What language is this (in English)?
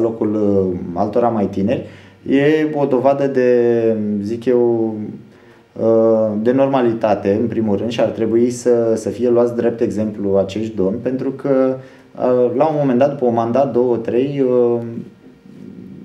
Romanian